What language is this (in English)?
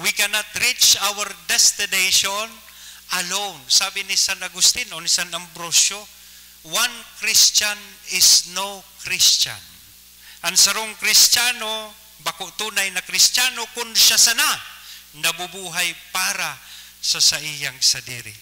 Bikol